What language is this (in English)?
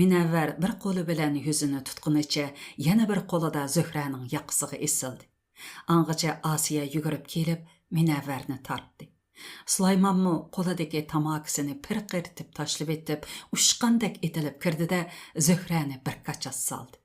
Uyghur